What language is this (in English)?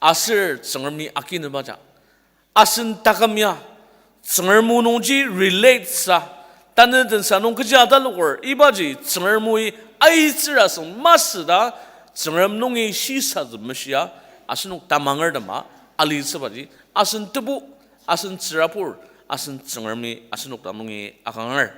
Ao Naga